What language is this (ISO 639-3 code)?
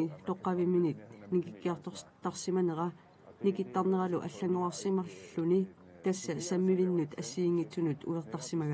kal